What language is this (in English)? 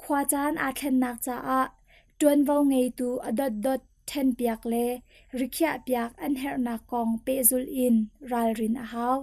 Hakha Chin